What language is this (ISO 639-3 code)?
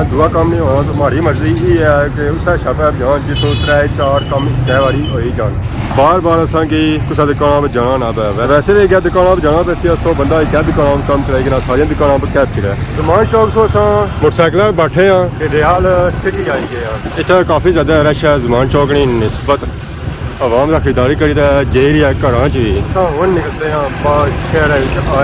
phr